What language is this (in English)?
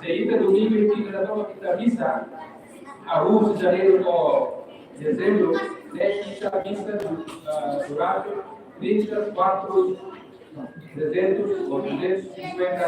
Tetum